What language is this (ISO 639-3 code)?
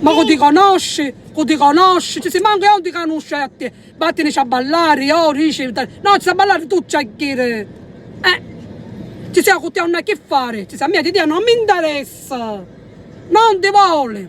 scn